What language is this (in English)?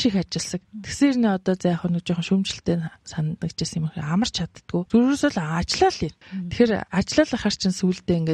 Mongolian